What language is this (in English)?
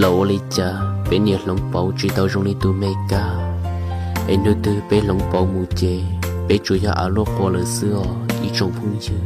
Hmong